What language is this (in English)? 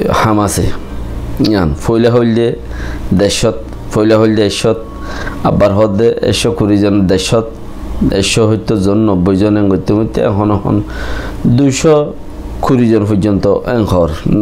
Rohingya